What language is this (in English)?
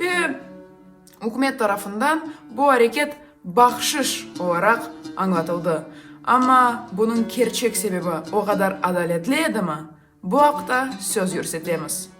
Crimean Tatar